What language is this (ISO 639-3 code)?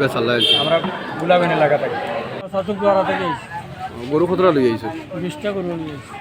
syl